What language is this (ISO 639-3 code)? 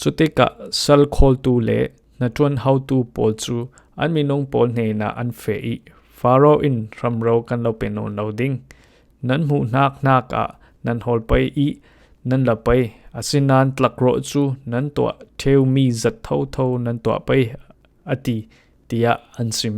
cfm